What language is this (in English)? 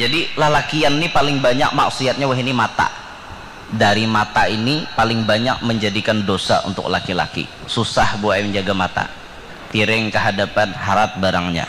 Banjar